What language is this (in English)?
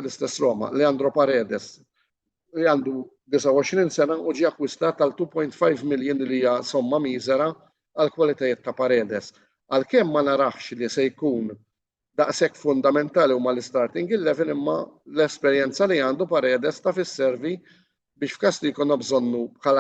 Maltese